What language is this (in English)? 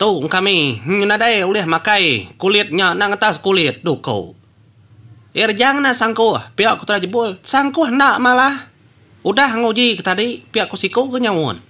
Iban